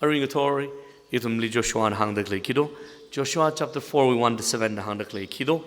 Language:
Tangkhul Naga (India)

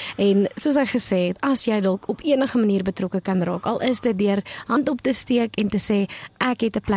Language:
Afrikaans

